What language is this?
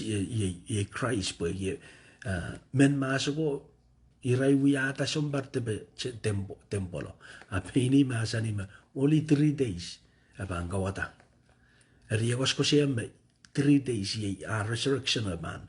Pohnpeian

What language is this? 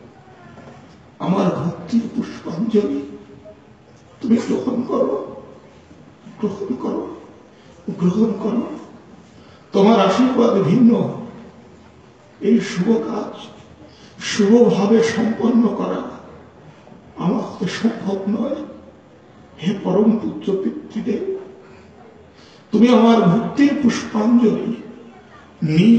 Bangla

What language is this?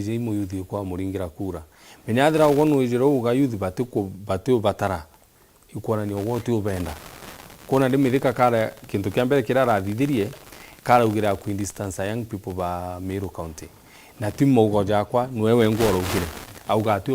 Meru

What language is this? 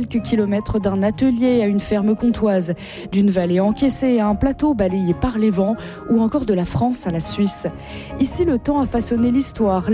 French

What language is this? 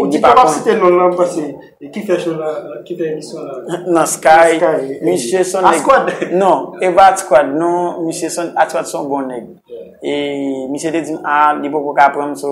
Haitian Creole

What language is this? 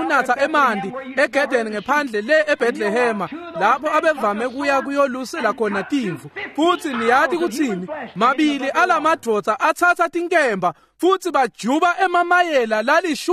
Swati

